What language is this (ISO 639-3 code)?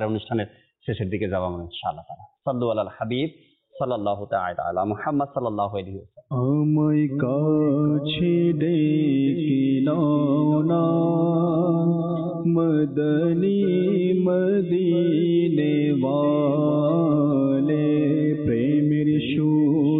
ben